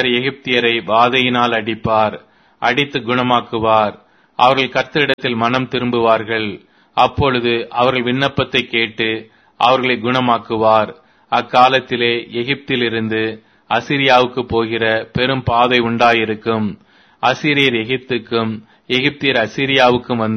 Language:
Tamil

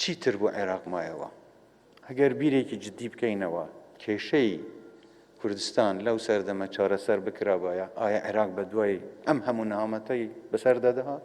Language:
Central Kurdish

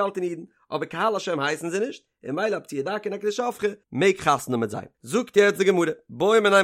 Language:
Yiddish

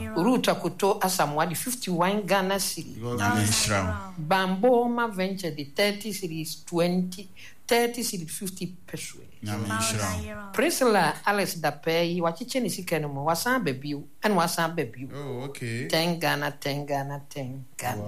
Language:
Akan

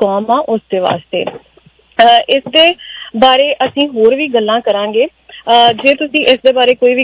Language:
Punjabi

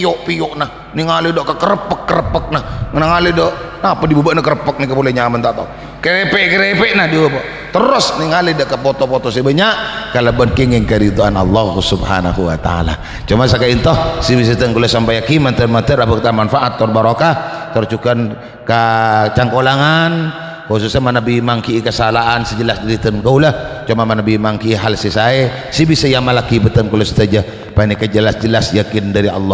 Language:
Madurese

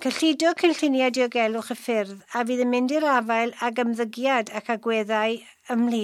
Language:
Welsh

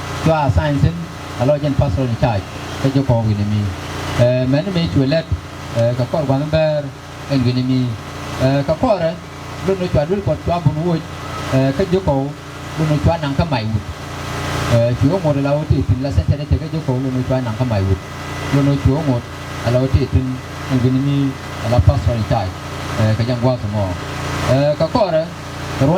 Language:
Nuer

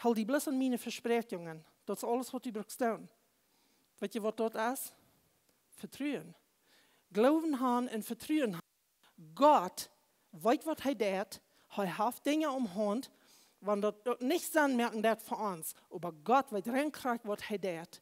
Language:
Plautdietsch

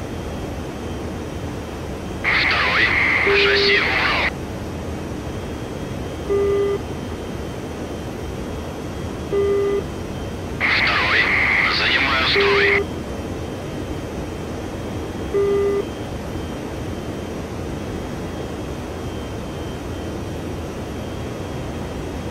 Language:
Russian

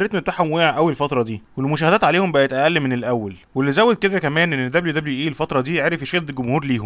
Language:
Egyptian Arabic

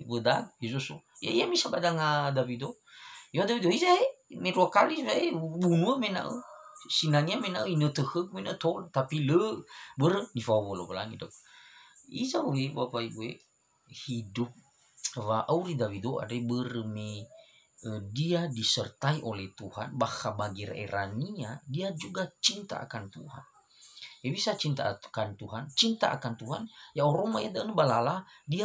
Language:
Nias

